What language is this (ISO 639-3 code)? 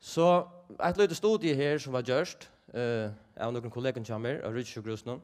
fao